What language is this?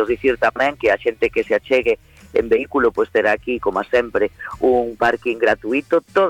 Galician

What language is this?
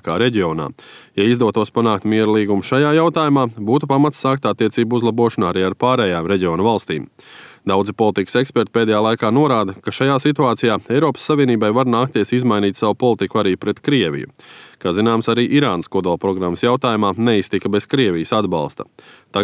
Latvian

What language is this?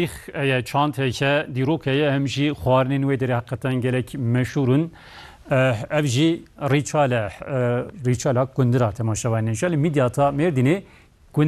Kurdish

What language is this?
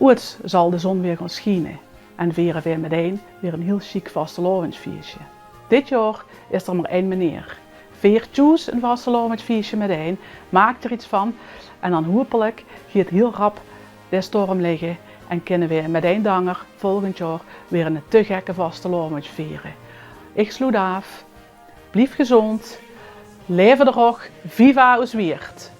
Limburgish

